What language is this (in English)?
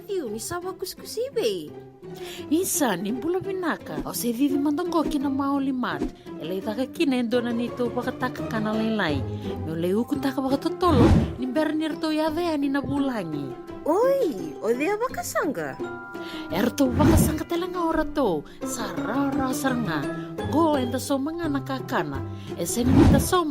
Fijian